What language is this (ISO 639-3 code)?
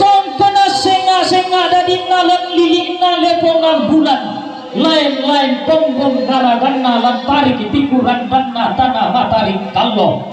sda